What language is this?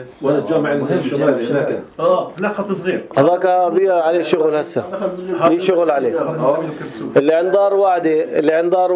North Levantine Arabic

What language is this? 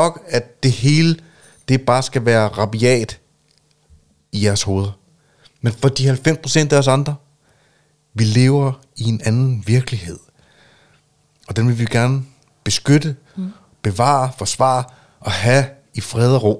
Danish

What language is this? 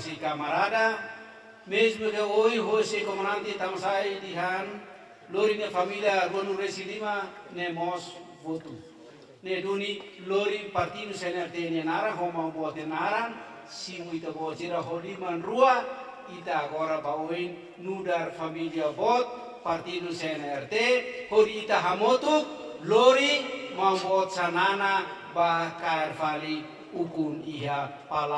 Tetum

